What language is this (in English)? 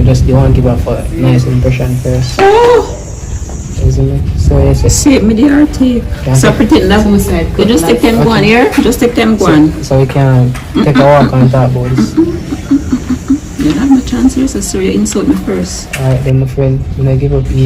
Jamaican Creole English